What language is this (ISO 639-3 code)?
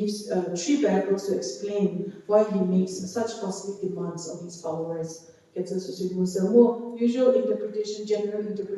njm